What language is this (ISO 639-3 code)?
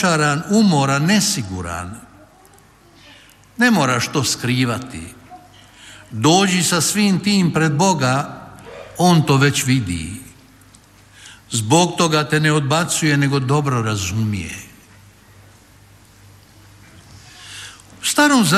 hrv